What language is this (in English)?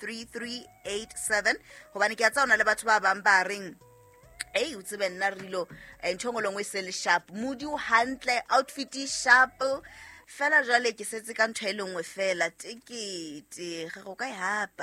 Southern Sotho